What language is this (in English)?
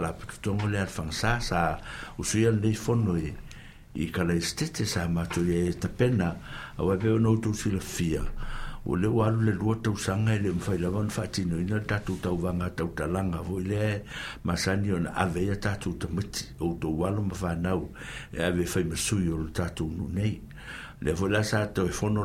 Samoan